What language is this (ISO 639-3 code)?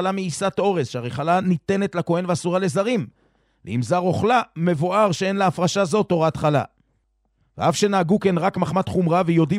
heb